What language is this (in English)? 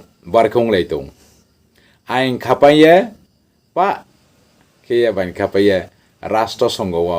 Riang (India)